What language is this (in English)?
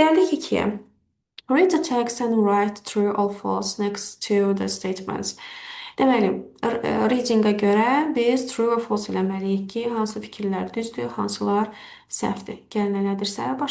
Azerbaijani